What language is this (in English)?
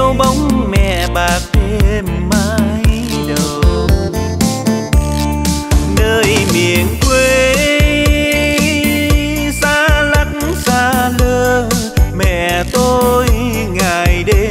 Vietnamese